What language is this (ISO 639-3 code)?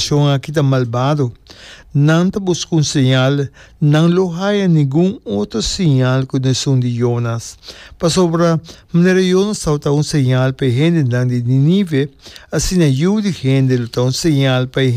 pap